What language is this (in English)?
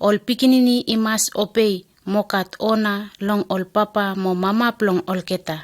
Bislama